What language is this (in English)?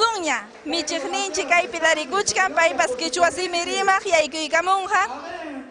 Ayacucho Quechua